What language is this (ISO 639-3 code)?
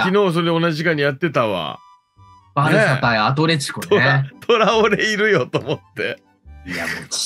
jpn